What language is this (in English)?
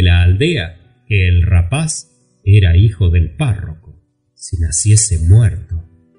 Spanish